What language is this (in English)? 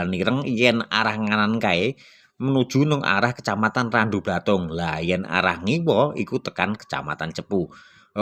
Javanese